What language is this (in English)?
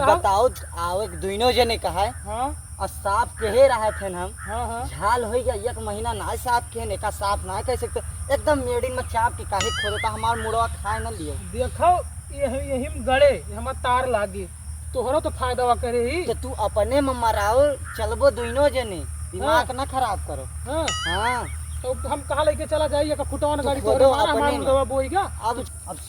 Awadhi